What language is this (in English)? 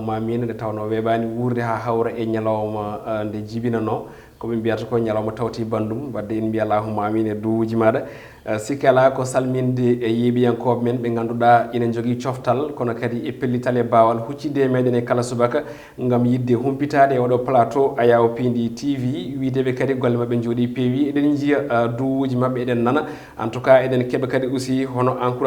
Fula